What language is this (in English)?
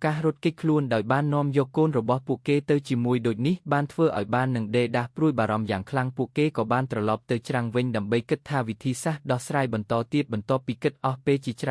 Khmer